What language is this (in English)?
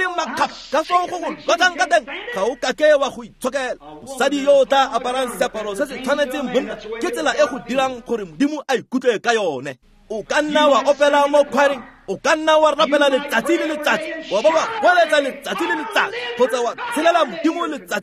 Tswana